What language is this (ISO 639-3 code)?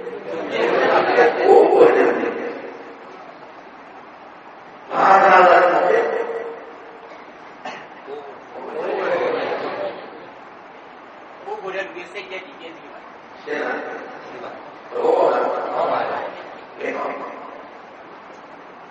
mya